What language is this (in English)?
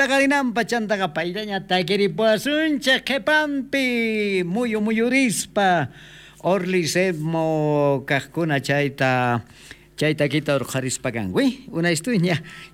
South Bolivian Quechua